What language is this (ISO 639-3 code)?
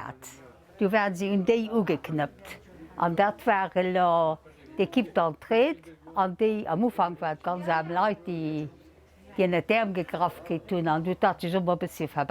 ltz